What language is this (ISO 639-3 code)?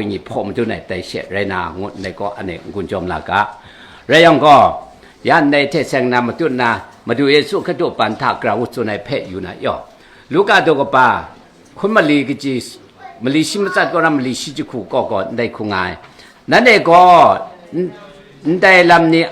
kac